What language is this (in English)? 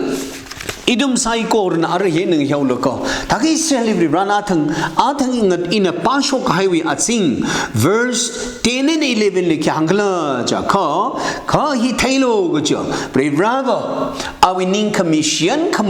Tangkhul Naga (India)